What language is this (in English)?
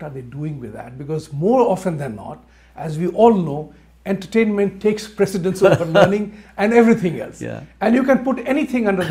English